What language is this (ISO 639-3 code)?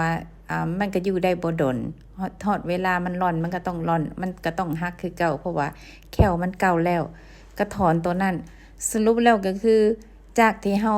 lao